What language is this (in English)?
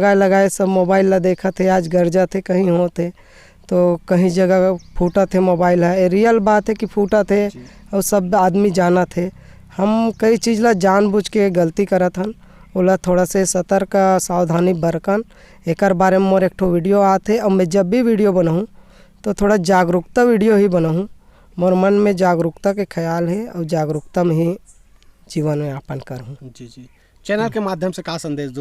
Chhattisgarhi